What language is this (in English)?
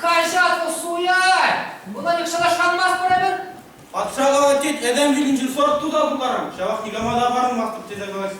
Chuvash